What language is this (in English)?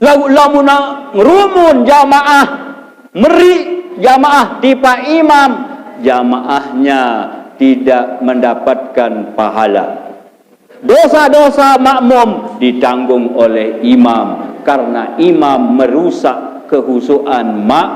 Sasak